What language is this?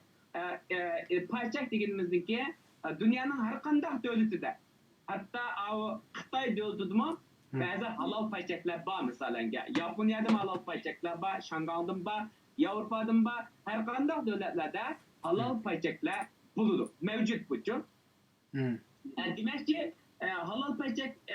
Uyghur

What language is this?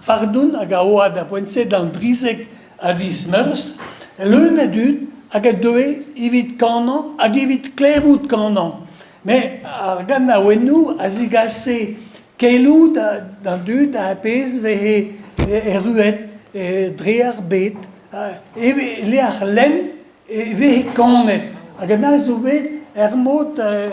Breton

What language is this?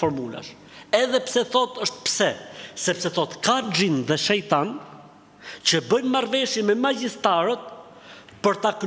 Albanian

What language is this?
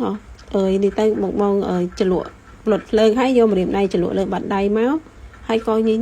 Khmer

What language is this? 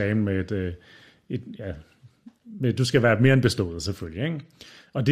Danish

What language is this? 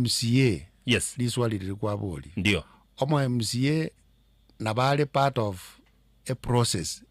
Gusii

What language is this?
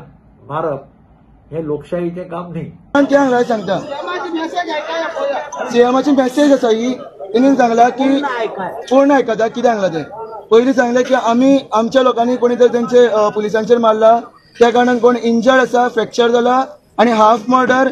Konkani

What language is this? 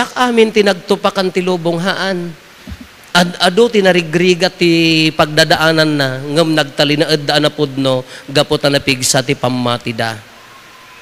Iloko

